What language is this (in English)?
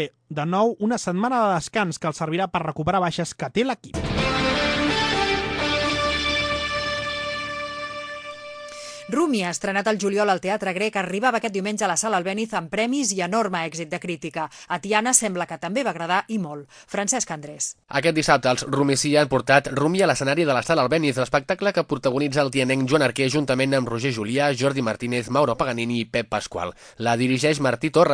Catalan